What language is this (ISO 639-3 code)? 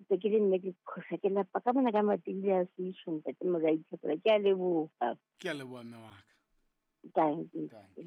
sot